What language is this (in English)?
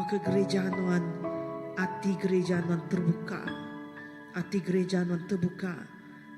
Iban